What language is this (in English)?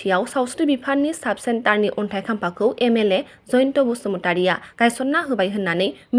Bodo